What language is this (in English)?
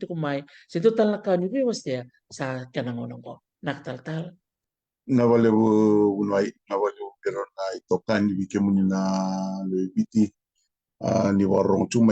Fijian